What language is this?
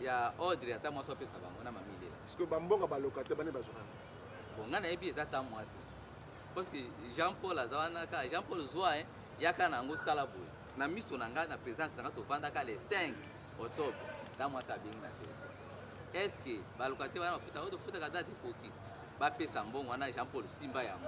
Lingala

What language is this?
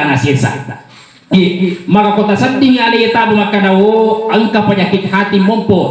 Buginese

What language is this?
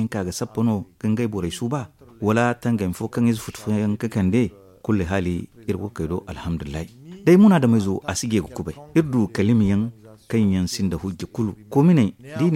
Zarma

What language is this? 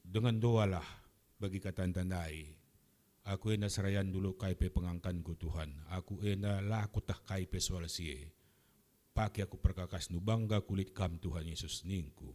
Batak Karo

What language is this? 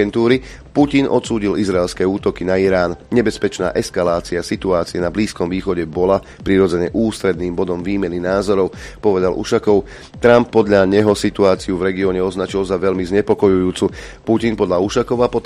Slovak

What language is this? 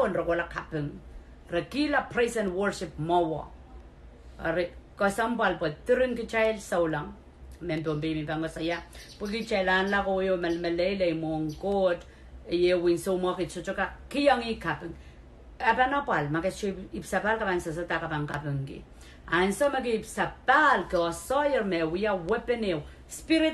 Pohnpeian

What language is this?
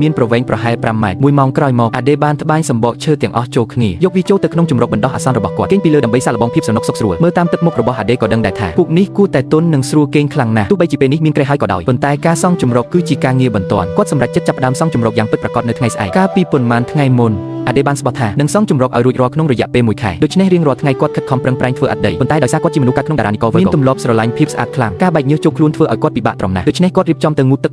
Khmer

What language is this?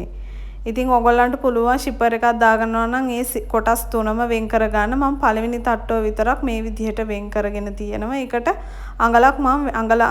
Sinhala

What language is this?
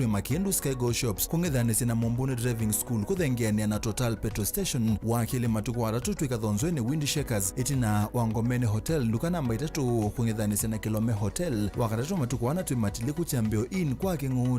Kamba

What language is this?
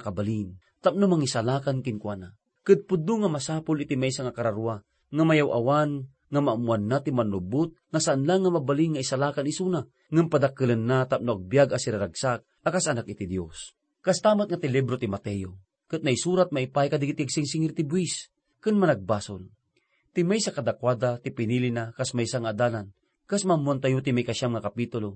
Iloko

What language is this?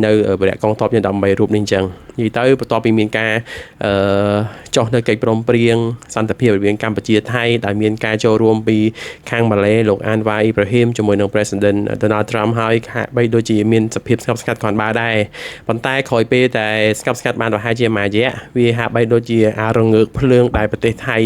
Khmer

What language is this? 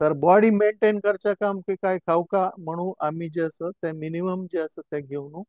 Konkani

